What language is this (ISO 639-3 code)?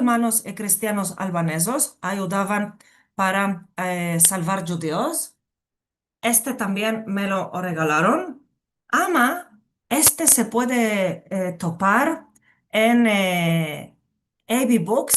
lad